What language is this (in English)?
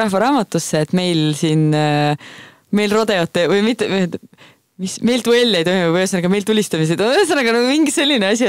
Estonian